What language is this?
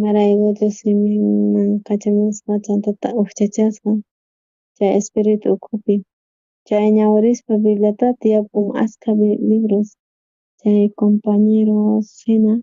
South Bolivian Quechua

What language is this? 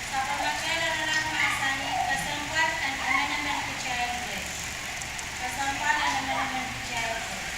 Pohnpeian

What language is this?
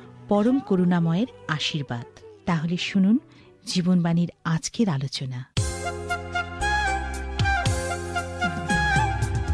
Bangla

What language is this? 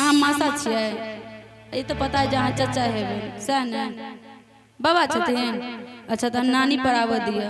Maithili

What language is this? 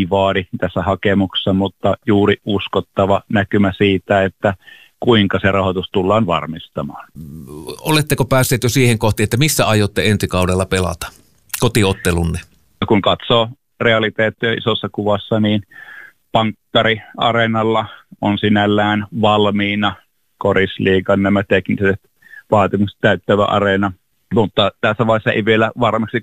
Finnish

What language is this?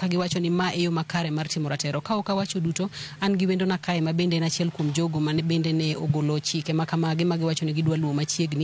Luo (Kenya and Tanzania)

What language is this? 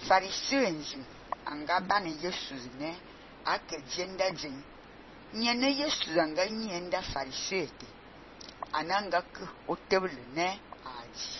Fang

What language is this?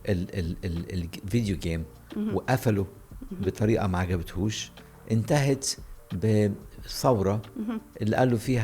Egyptian Arabic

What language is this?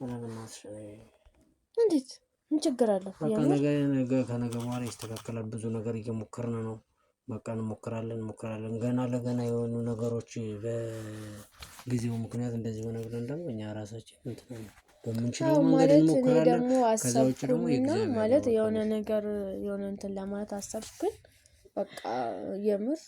Amharic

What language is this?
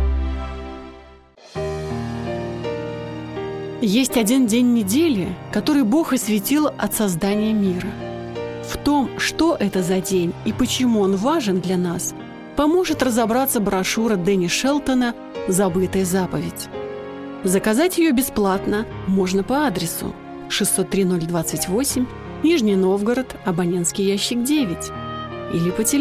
Russian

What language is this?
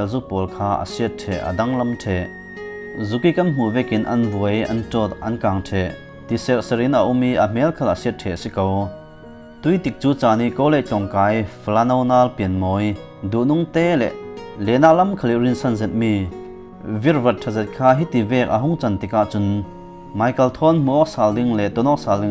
Falam Chin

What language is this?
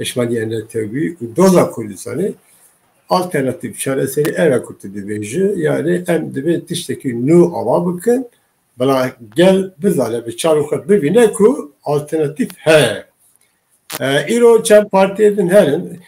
Kurdish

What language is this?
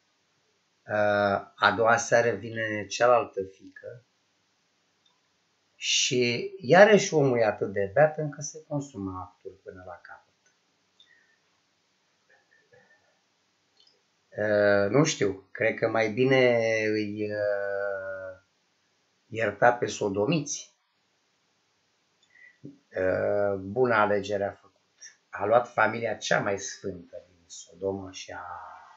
Romanian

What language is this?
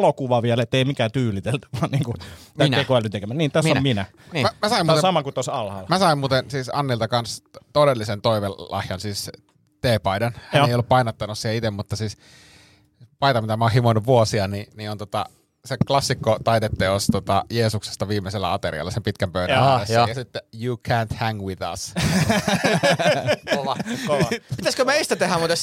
Finnish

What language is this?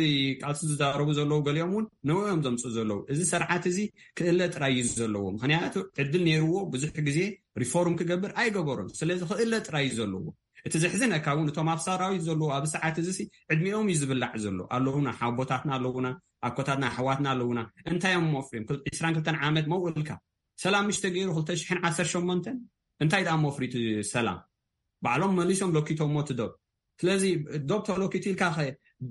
Tigrinya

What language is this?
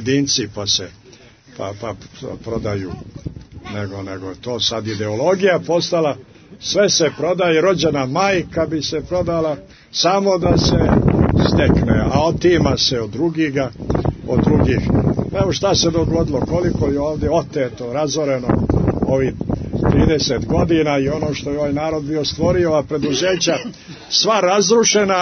Serbian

